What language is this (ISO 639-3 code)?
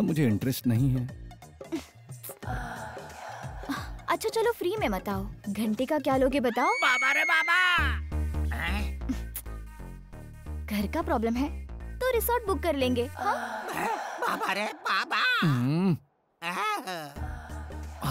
hin